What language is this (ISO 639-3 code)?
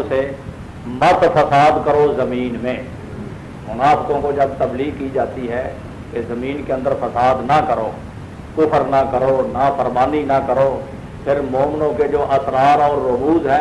urd